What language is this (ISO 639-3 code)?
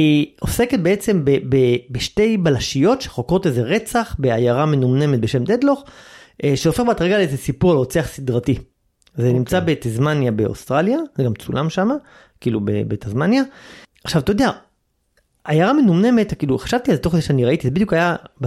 heb